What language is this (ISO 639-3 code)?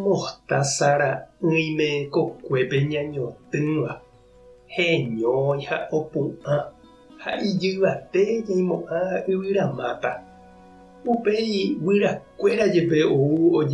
grn